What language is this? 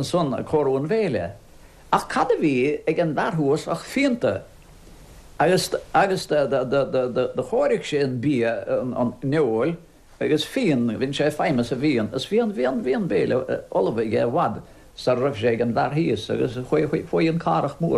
Irish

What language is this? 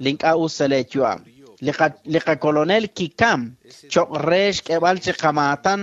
Kekchí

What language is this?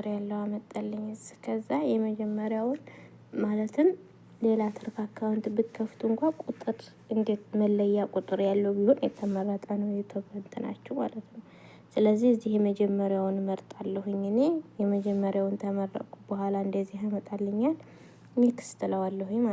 Amharic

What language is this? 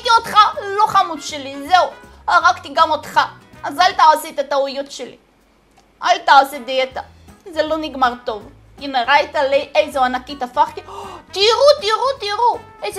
Hebrew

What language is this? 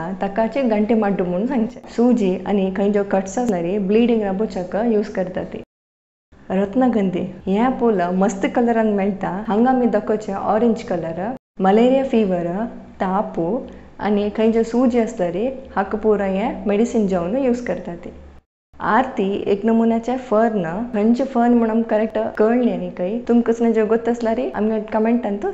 Konkani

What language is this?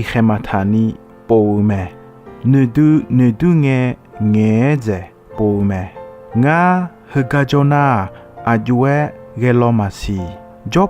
Akha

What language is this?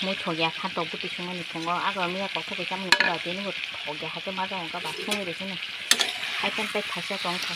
Kok Borok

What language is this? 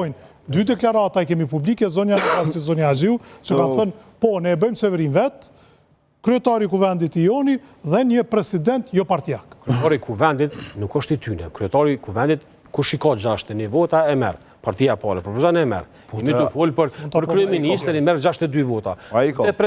Albanian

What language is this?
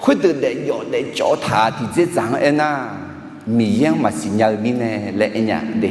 Akha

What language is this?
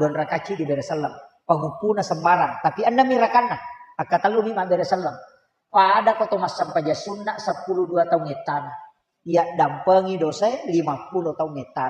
Buginese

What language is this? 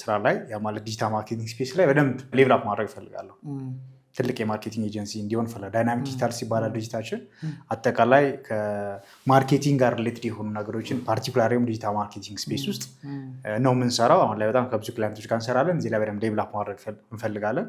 Amharic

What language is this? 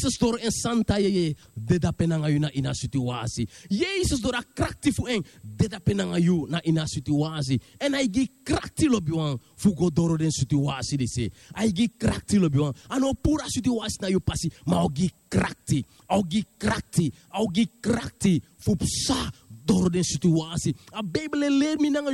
Sranan Tongo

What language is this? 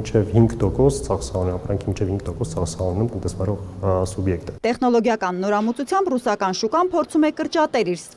Armenian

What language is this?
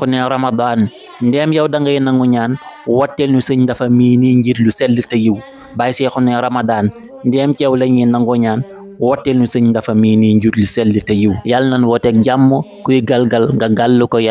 Wolof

